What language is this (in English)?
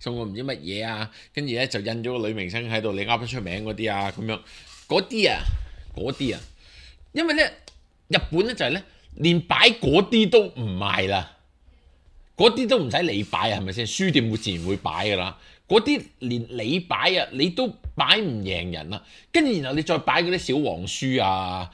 Cantonese